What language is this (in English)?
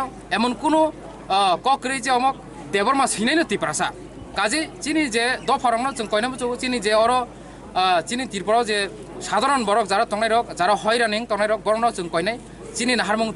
Kok Borok